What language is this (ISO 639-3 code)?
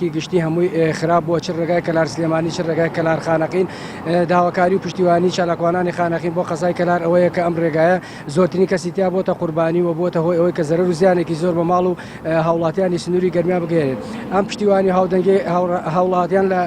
ckb